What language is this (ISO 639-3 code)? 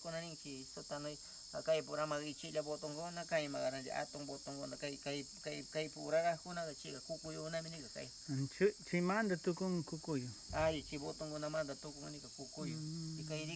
qvz